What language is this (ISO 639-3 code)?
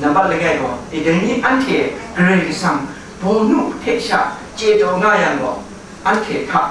kac